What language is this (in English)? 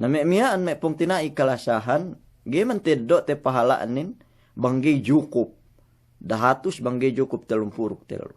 Yakan